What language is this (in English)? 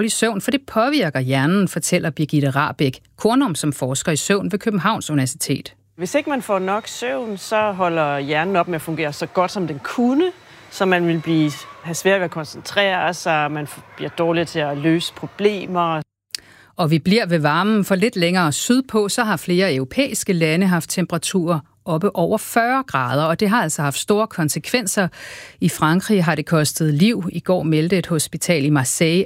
Danish